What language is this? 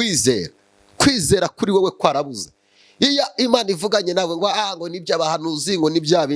Kinyarwanda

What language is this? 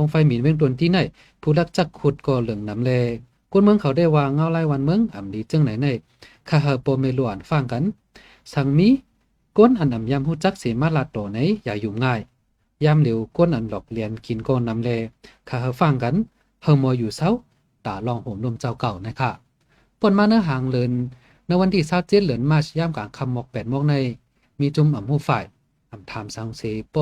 Shan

